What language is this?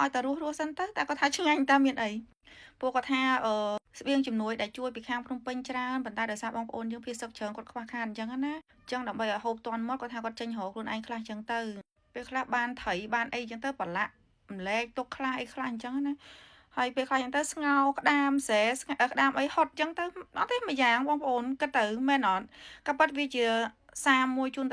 Khmer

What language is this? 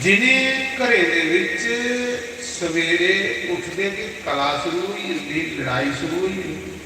Dogri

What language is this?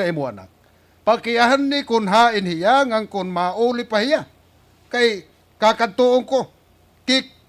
Waray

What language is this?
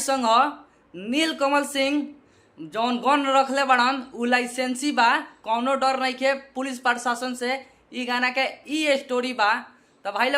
Bhojpuri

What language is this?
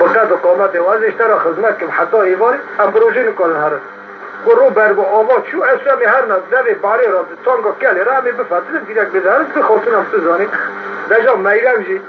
Kurdish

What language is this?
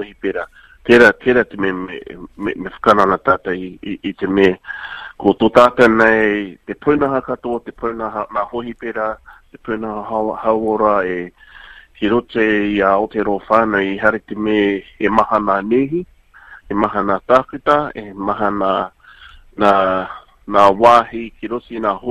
Māori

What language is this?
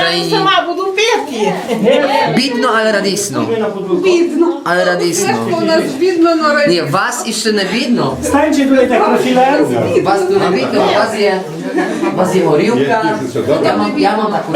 Rusyn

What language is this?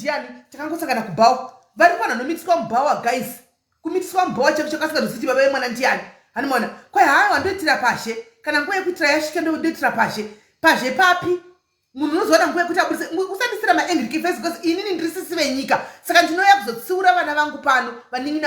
Shona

